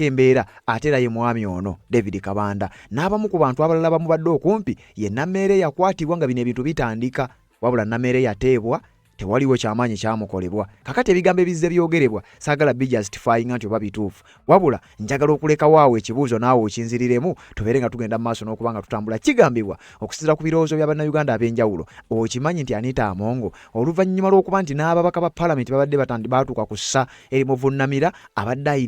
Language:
Ganda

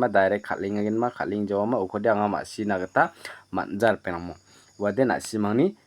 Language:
Garo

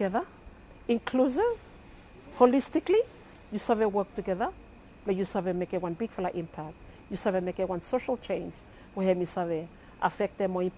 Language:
Bislama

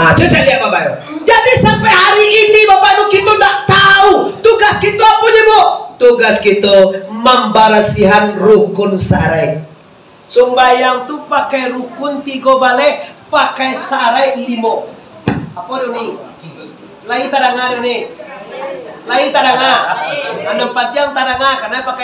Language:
Minangkabau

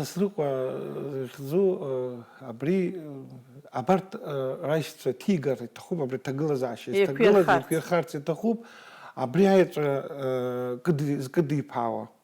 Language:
Abkhazian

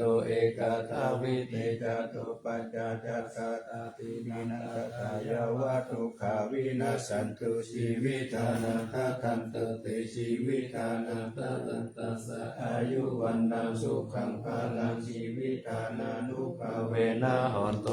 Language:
Pali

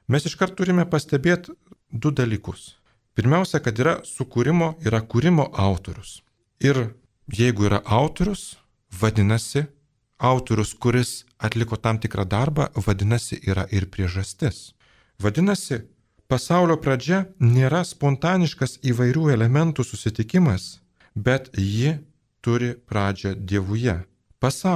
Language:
Lithuanian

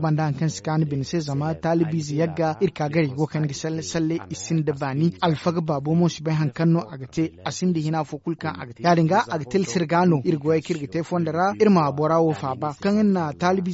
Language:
Zarma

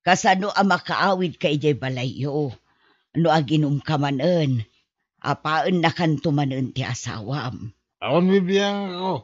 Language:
Iloko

